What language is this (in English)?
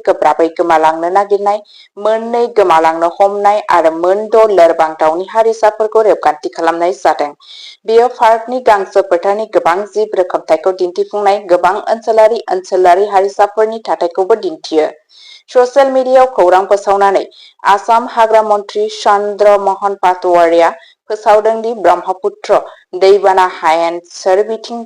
Bodo